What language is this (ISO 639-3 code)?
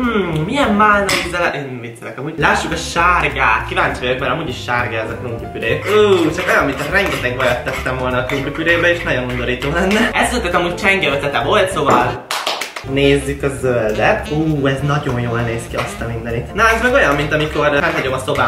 hun